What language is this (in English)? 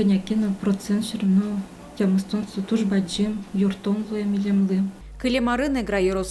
Udmurt